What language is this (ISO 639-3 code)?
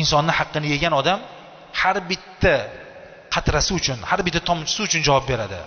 uzb